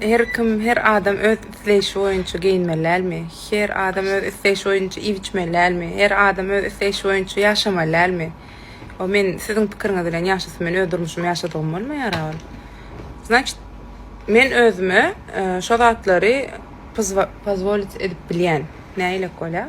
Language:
Turkmen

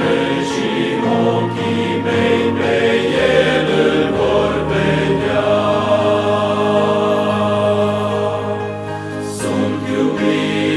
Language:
Romanian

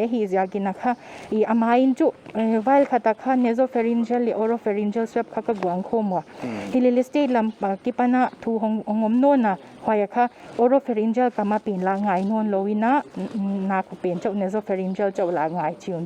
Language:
Paite Chin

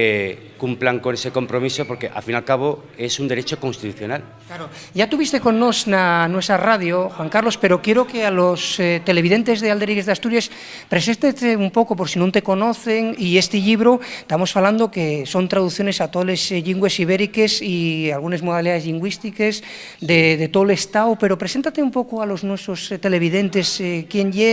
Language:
Asturian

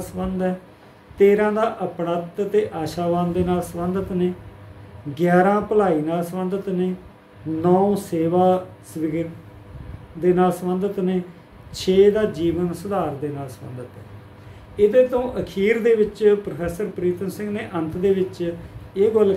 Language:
Punjabi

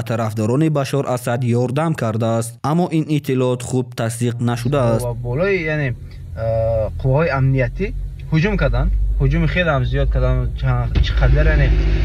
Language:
Tajik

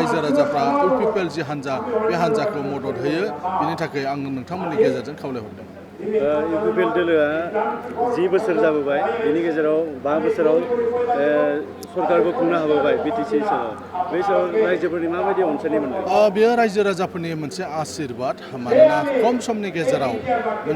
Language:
Bodo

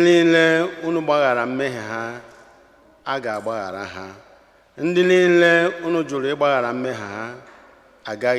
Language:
Igbo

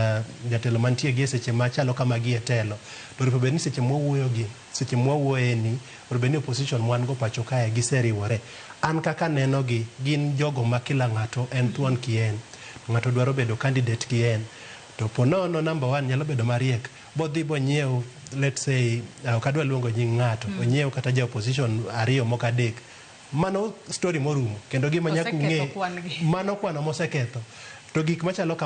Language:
Luo (Kenya and Tanzania)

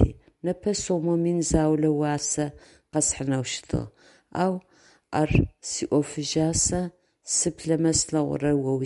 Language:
Adyghe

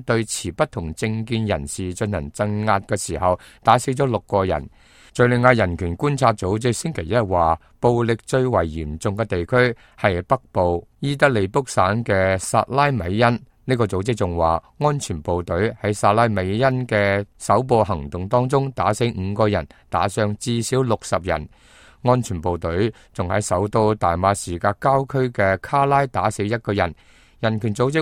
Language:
Cantonese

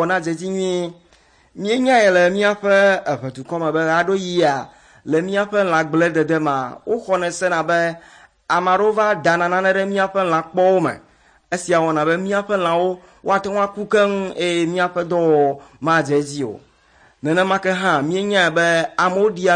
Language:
Ewe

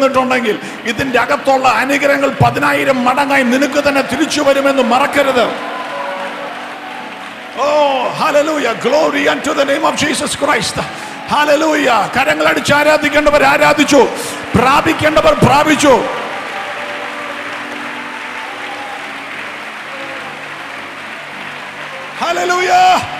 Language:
Malayalam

